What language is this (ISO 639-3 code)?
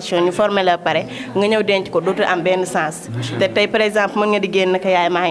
wol